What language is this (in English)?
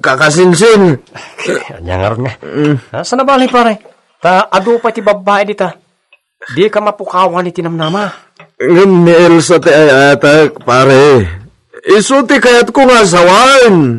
Iloko